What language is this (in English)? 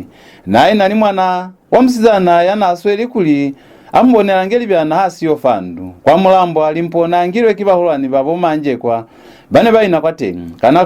Lozi